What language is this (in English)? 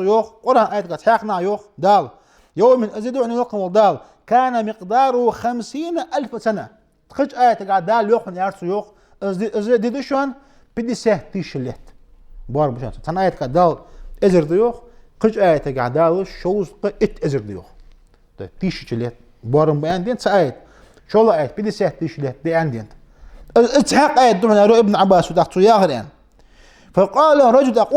Ingush